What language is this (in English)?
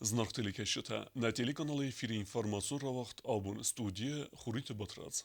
Ossetic